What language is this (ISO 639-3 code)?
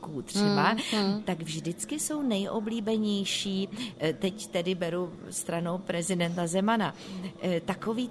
ces